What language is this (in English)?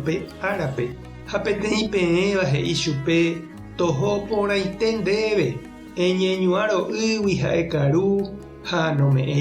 Guarani